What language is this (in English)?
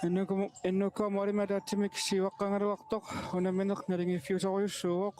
Kalaallisut